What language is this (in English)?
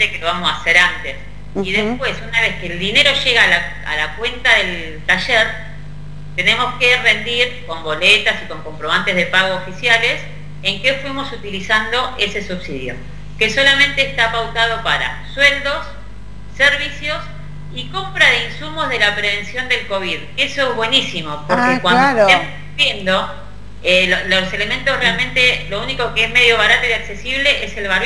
Spanish